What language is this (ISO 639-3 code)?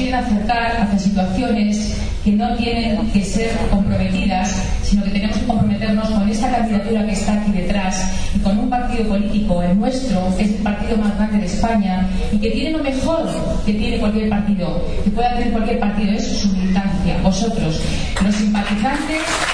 spa